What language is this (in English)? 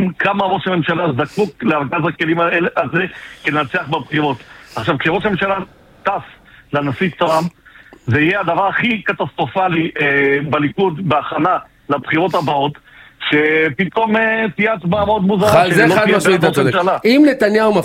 Hebrew